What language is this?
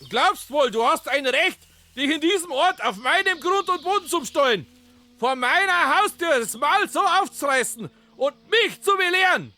Bavarian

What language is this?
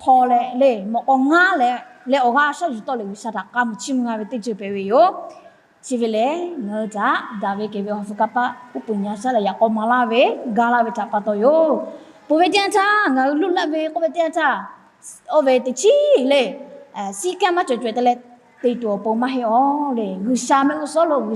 Lahu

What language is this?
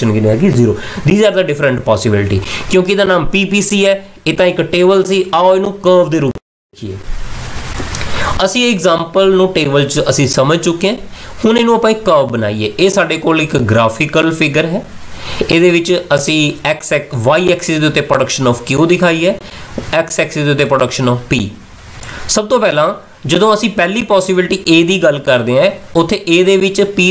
Punjabi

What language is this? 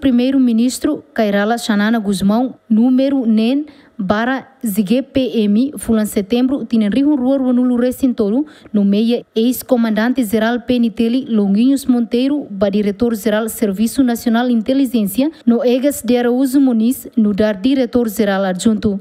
Tetum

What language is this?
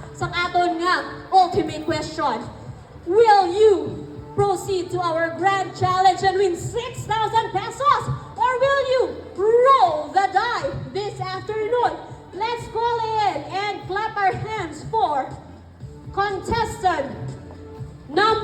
Hiligaynon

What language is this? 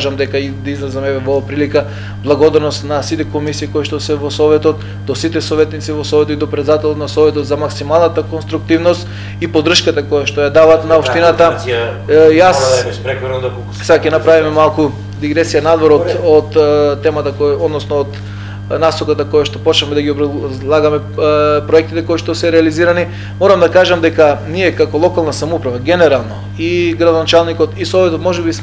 Macedonian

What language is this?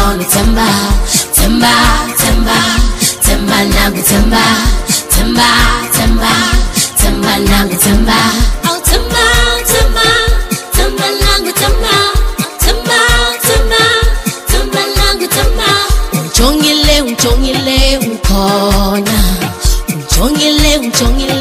Swahili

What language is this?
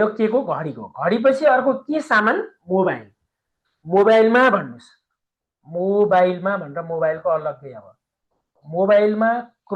Nepali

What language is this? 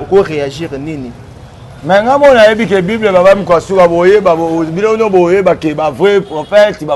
Lingala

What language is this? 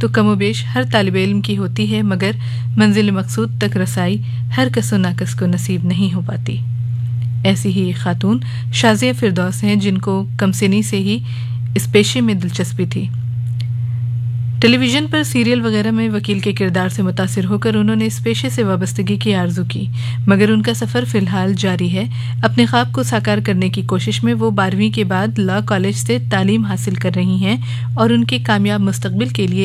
Urdu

